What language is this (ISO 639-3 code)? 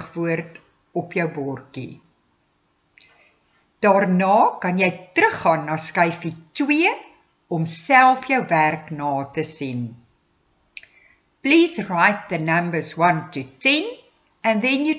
afr